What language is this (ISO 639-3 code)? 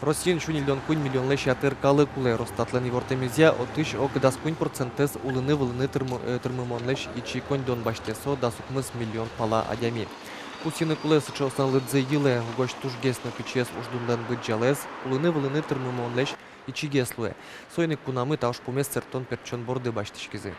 udm